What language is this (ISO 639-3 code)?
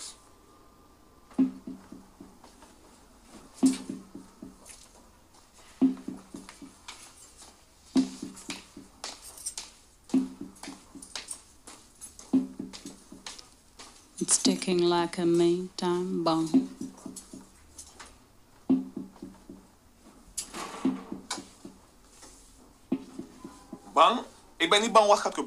nld